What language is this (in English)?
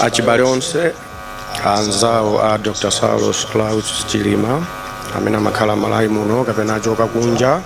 Nyanja